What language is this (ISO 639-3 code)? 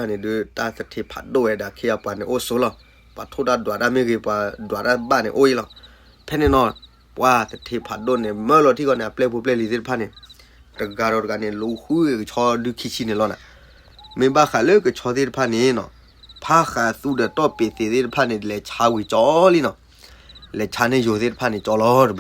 ksw